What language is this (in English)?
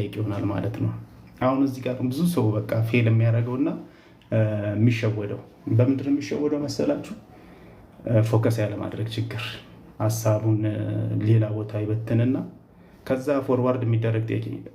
Amharic